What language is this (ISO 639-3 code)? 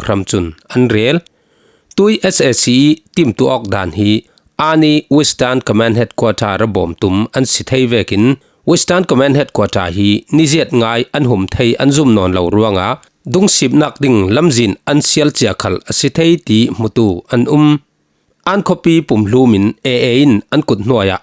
cfm